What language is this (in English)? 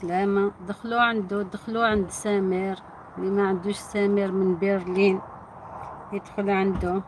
Algerian Arabic